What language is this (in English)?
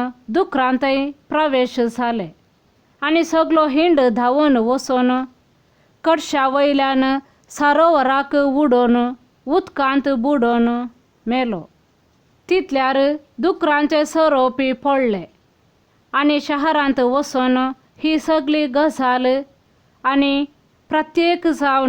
Konkani